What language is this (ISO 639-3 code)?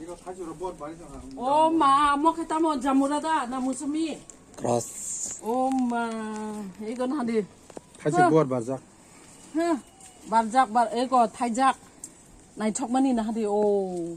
trp